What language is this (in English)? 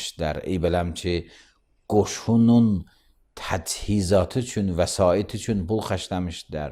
Azerbaijani